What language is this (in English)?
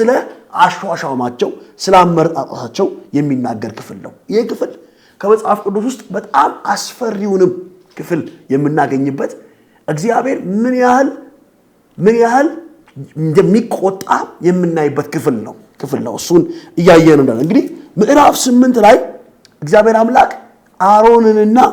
Amharic